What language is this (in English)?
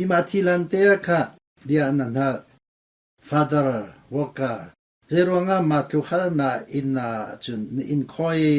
Hakha Chin